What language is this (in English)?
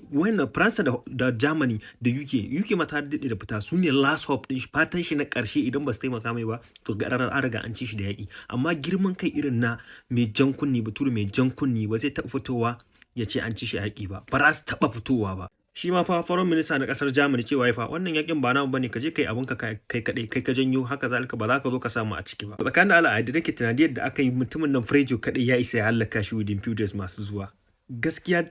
Hausa